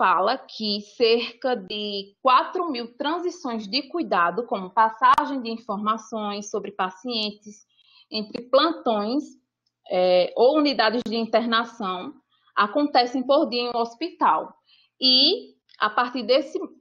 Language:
Portuguese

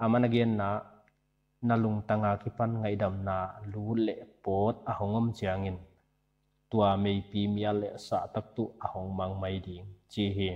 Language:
Paite Chin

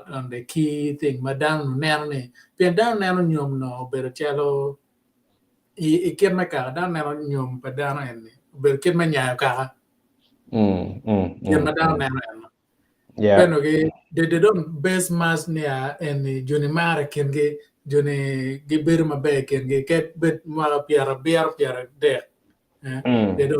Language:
Acoli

